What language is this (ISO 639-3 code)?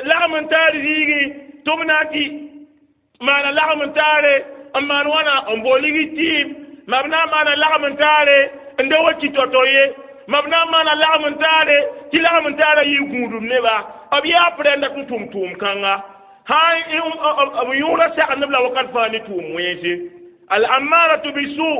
mos